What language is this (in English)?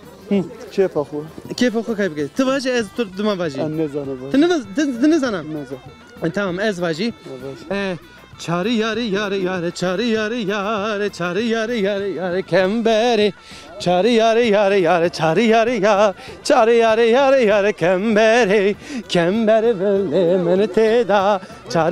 Zaza